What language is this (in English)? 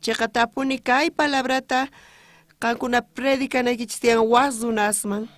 South Bolivian Quechua